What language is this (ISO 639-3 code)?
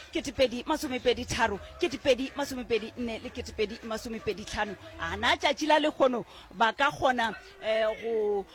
nso